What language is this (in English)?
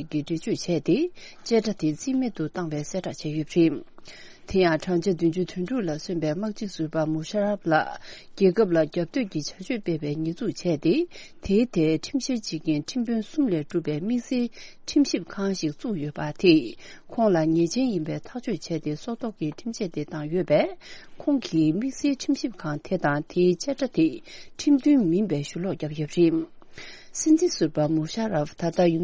Tibetan